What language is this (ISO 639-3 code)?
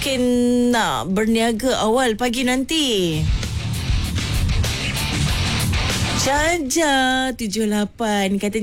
msa